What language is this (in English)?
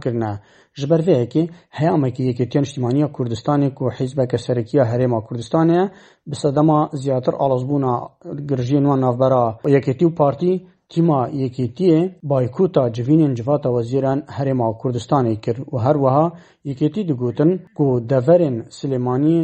Kurdish